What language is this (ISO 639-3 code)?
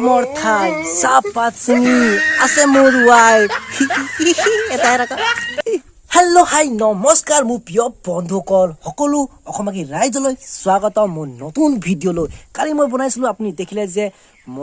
asm